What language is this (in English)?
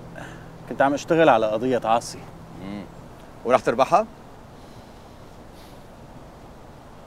North Levantine Arabic